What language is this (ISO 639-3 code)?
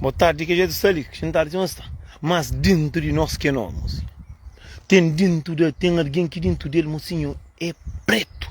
kea